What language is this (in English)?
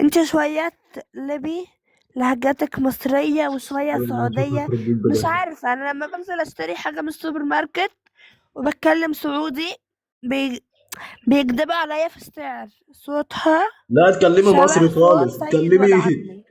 Egyptian Arabic